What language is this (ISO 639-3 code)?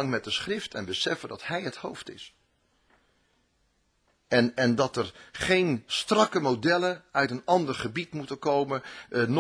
nld